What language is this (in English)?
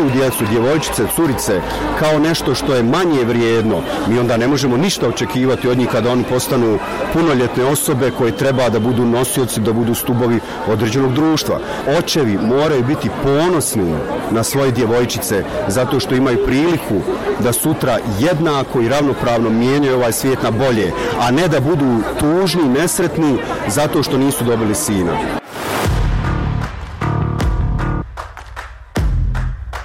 Bosnian